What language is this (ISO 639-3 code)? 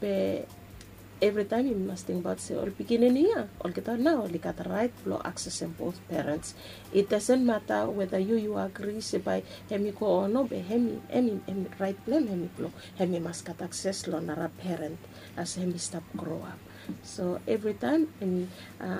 bis